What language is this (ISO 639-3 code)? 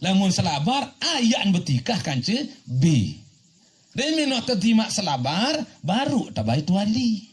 sas